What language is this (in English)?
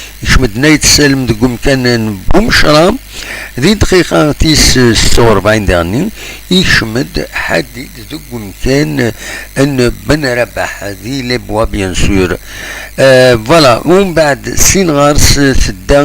Kabyle